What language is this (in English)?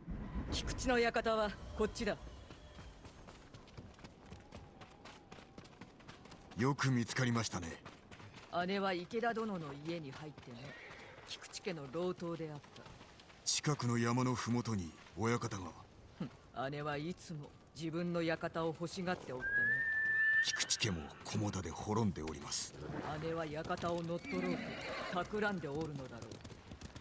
Japanese